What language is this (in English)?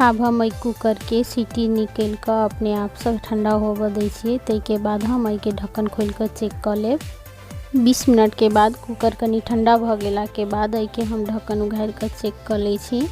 Maithili